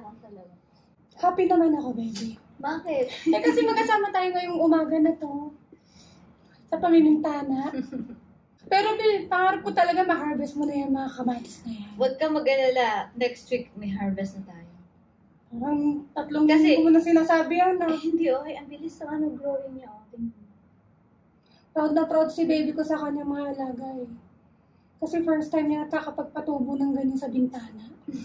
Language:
Filipino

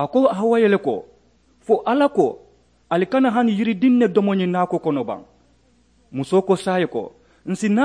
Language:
Mandingo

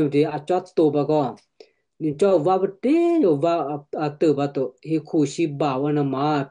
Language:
Western Kayah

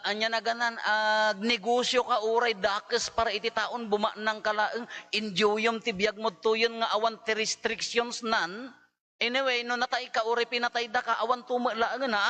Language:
Iloko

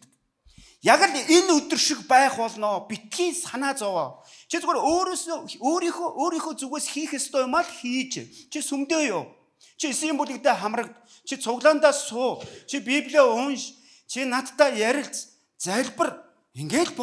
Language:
Mongolian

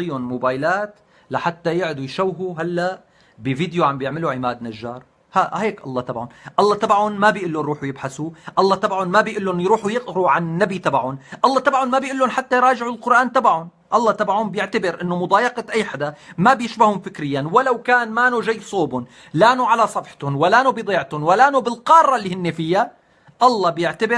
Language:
North Levantine Arabic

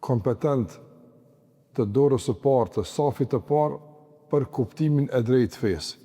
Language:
Albanian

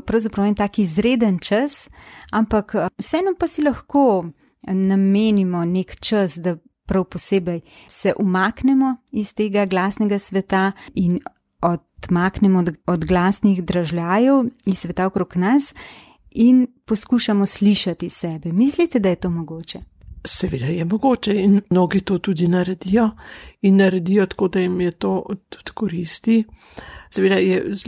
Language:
Slovenian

